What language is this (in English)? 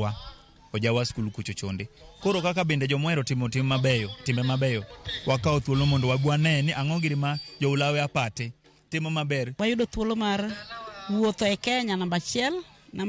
Luo (Kenya and Tanzania)